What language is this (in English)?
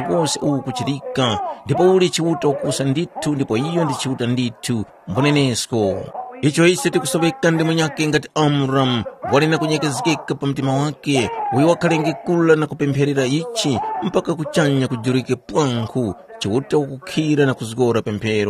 Tumbuka